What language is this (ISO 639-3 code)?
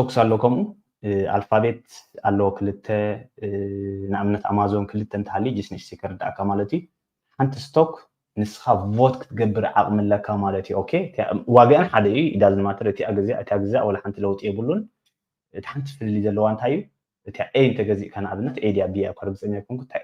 tir